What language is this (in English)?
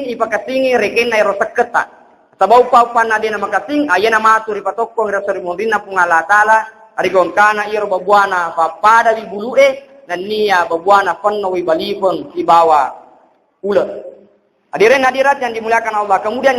Buginese